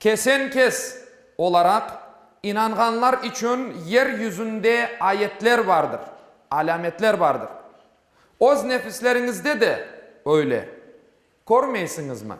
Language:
Crimean Tatar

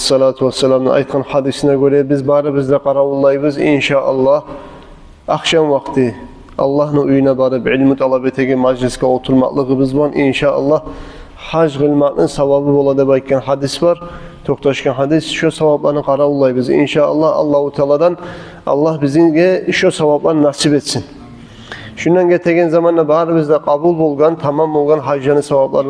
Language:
Kumyk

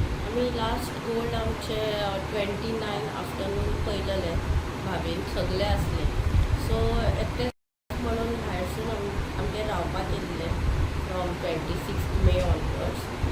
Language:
Konkani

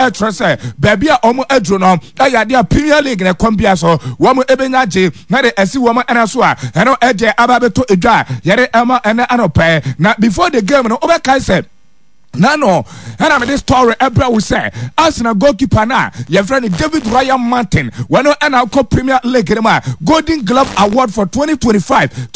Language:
Akan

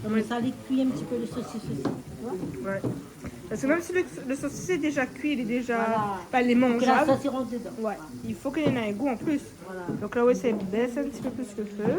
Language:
Réunion Creole French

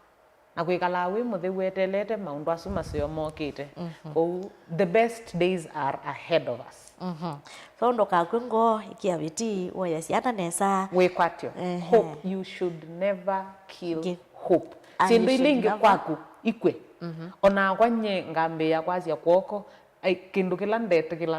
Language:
Kamba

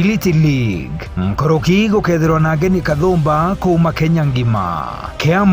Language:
Meru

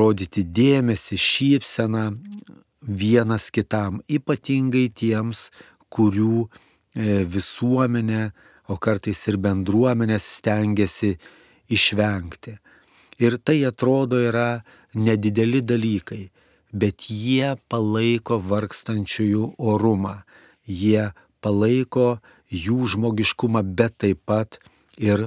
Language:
Lithuanian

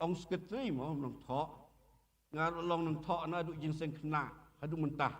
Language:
Khasi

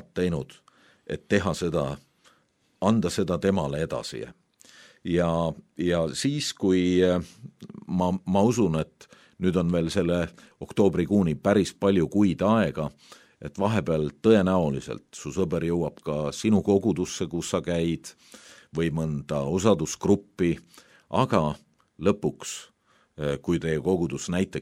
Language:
Estonian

